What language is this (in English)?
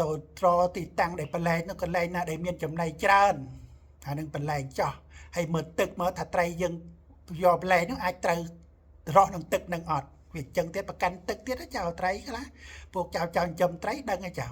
Khmer